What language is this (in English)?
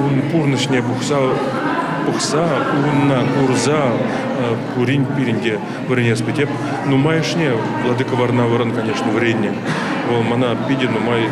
Chuvash